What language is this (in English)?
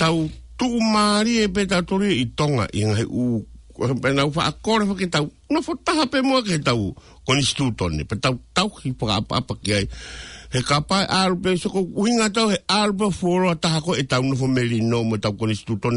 Tongan